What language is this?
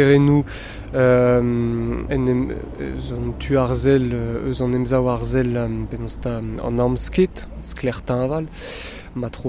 Breton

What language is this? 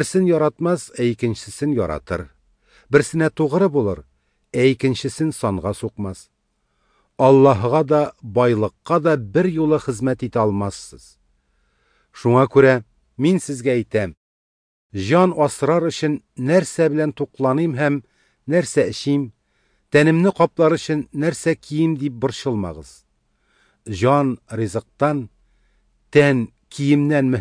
Tatar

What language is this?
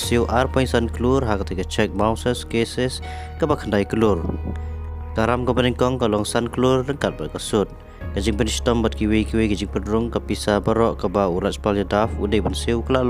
Khasi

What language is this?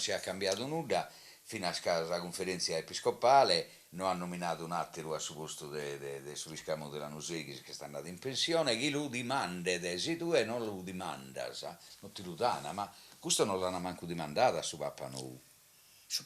Sardinian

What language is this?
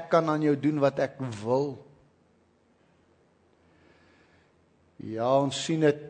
Afrikaans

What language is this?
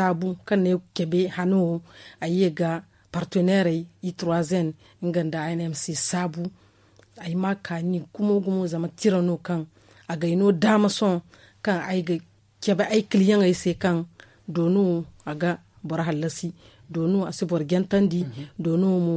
Zarma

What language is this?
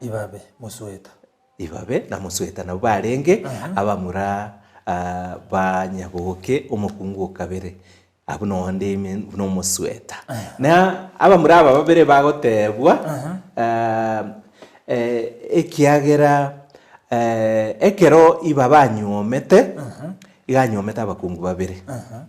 Gusii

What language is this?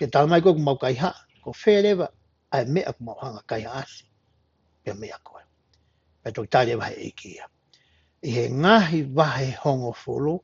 Tongan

